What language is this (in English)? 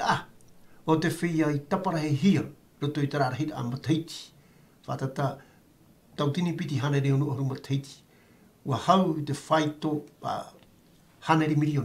Tahitian